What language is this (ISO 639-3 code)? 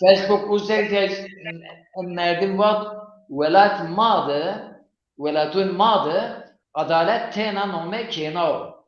zza